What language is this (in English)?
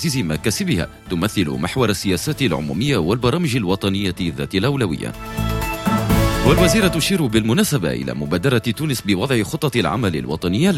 Tunisian Arabic